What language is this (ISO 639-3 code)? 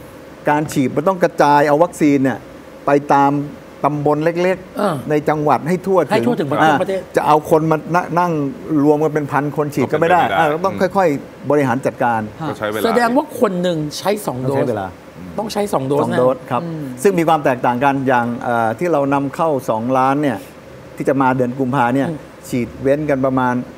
tha